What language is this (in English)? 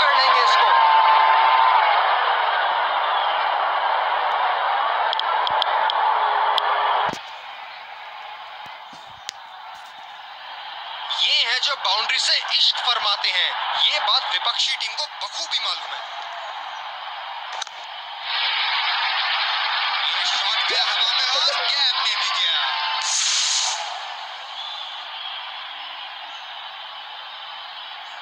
Hindi